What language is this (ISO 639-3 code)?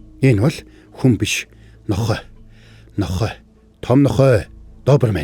mon